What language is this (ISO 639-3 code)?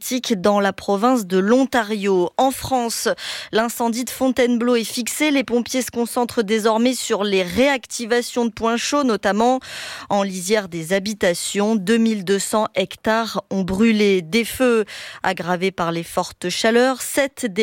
fra